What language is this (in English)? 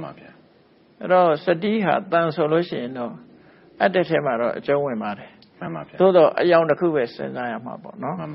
Burmese